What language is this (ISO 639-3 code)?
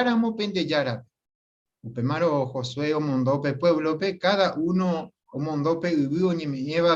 grn